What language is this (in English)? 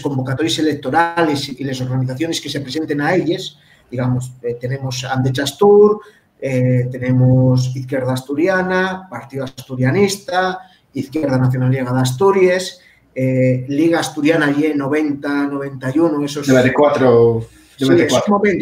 Asturian